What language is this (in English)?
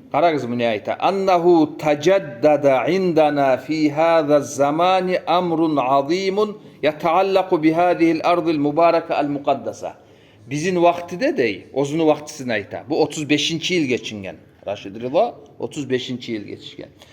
Kumyk